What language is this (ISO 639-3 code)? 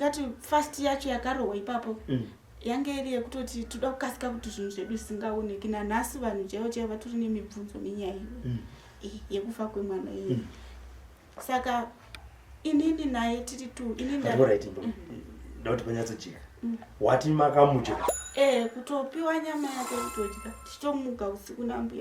sna